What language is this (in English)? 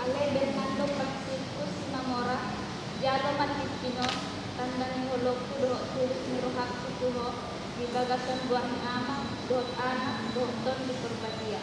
Batak Toba